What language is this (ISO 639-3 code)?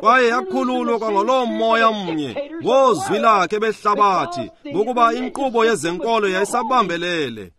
xho